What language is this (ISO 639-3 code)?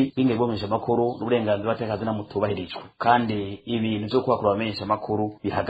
run